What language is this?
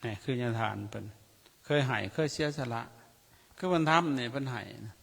Lao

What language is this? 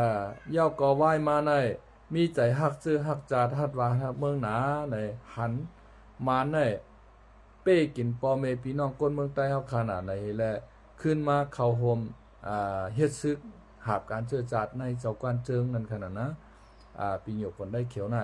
Shan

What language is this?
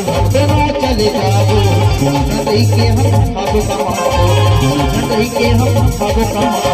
Chhattisgarhi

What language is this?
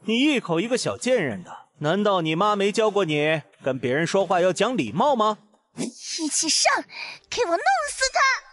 Chinese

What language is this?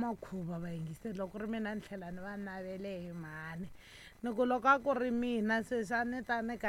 Tsonga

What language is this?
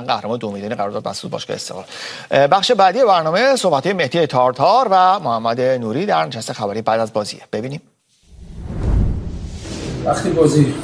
Persian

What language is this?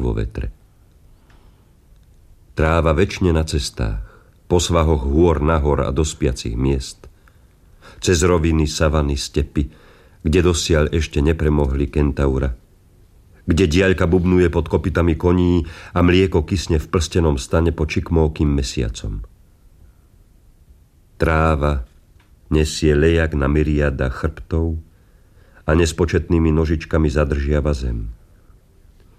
Slovak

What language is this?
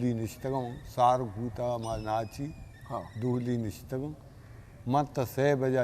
Eastern Balochi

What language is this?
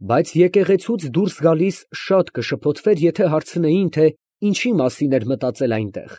Armenian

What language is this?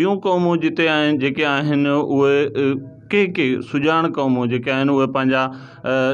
Sindhi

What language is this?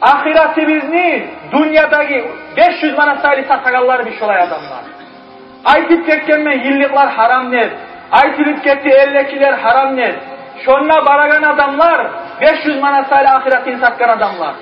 Kumyk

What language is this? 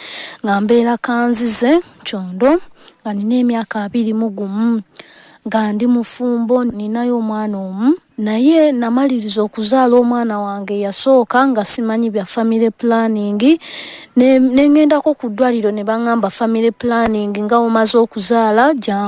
Ganda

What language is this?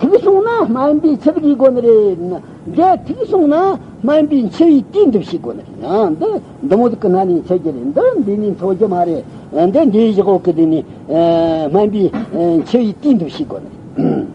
Tibetan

